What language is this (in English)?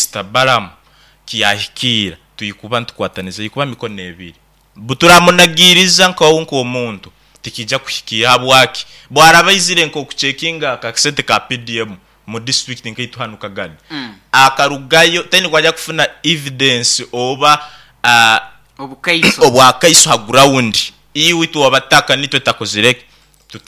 Nyoro